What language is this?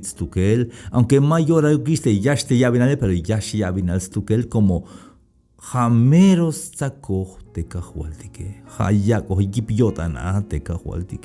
Tzeltal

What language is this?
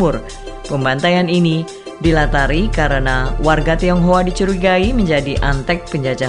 Indonesian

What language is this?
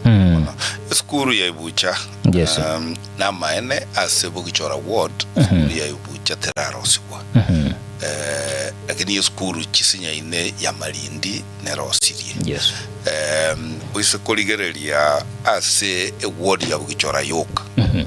Gusii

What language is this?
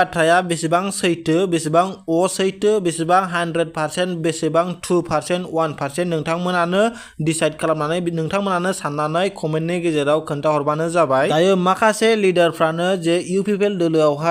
Bodo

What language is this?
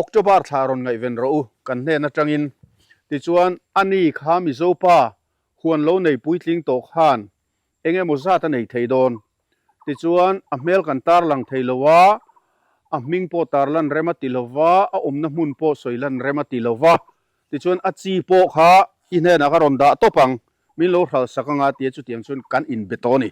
Mizo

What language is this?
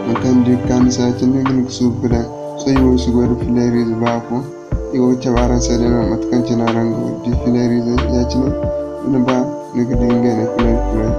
Zarma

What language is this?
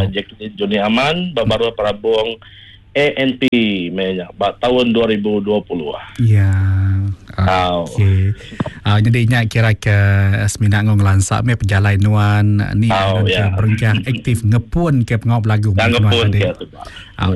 Iban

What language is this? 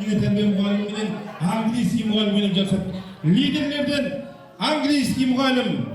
Kara-Kalpak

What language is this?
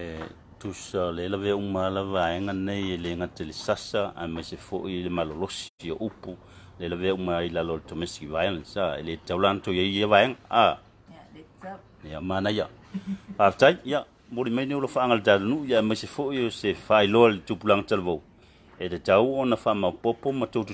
Samoan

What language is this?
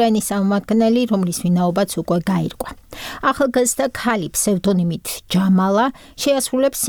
Georgian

